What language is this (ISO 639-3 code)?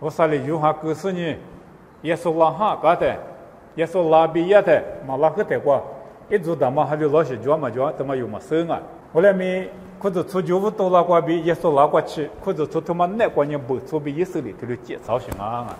lis